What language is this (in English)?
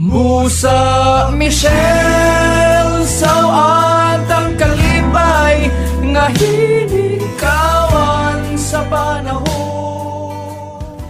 Cebuano